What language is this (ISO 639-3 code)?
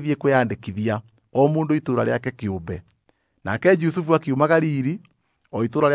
kik